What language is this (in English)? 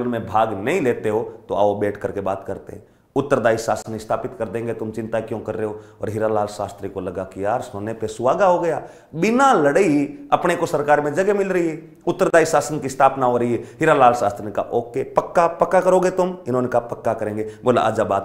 Hindi